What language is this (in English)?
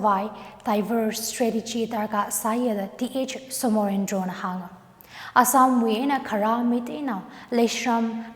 Tangkhul Naga (India)